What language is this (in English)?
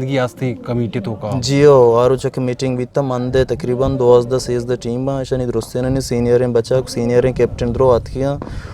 Eastern Balochi